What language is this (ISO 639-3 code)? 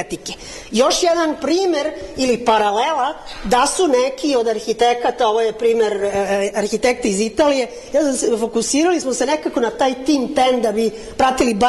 srp